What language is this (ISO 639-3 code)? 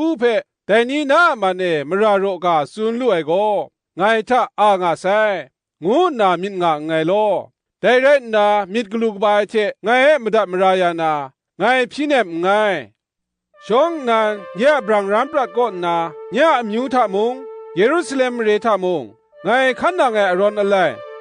kac